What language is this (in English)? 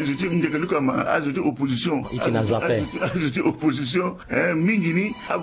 Sango